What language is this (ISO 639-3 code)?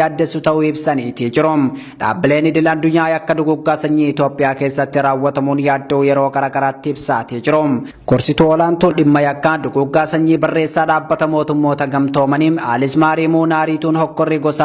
orm